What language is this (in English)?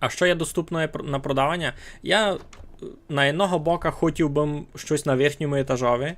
Rusyn